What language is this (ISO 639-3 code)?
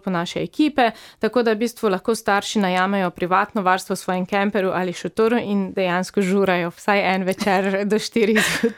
slv